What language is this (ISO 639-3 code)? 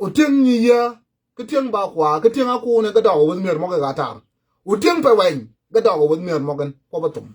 nus